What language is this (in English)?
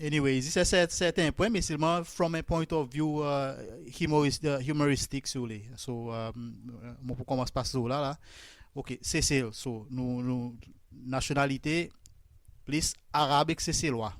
Seselwa Creole French